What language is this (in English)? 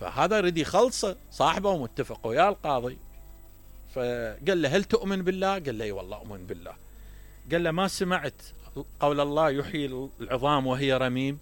Mesopotamian Arabic